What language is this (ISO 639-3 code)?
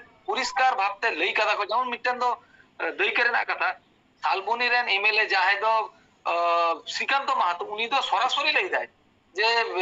sat